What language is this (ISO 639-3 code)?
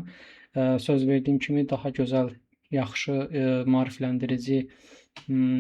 aze